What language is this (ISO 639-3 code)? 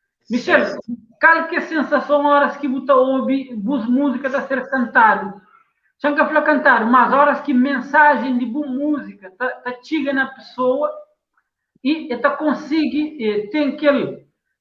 kea